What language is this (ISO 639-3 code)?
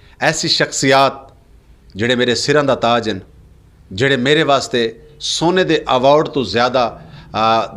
lah